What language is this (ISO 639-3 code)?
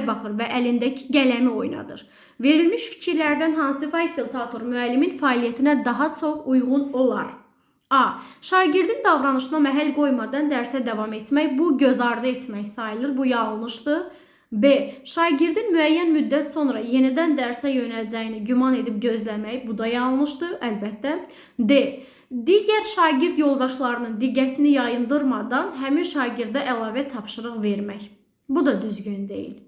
aze